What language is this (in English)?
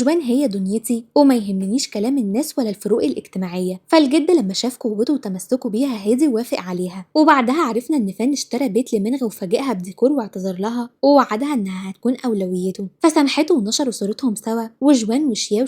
Egyptian Arabic